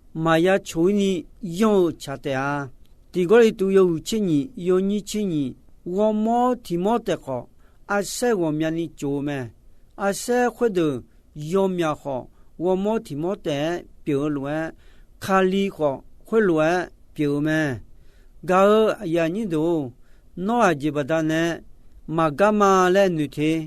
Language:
Akha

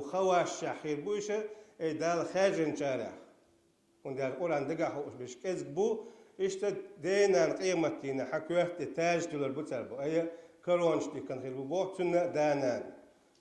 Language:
Chechen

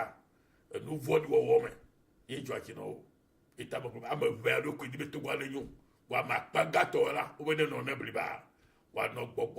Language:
Ewe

